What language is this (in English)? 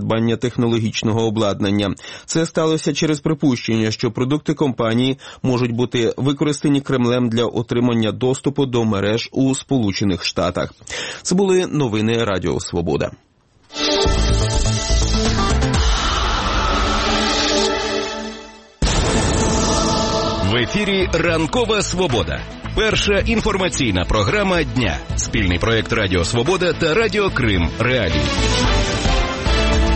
Ukrainian